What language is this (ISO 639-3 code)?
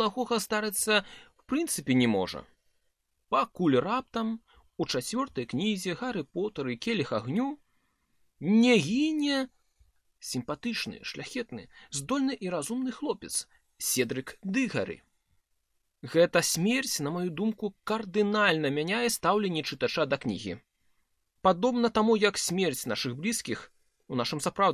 bel